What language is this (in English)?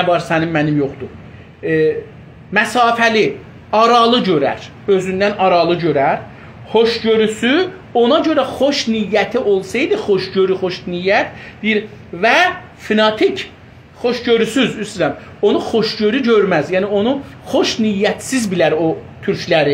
South Azerbaijani